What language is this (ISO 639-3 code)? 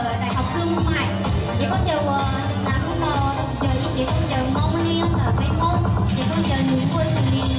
hmn